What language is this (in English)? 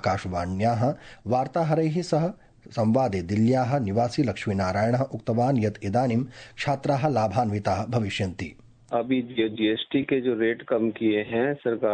Sanskrit